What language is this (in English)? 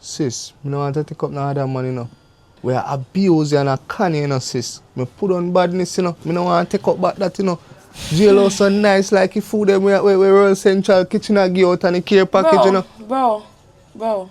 Jamaican Creole English